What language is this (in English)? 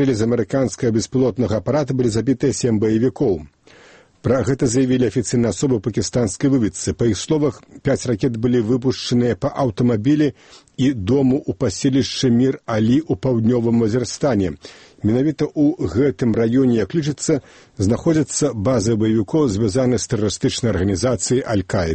Belarusian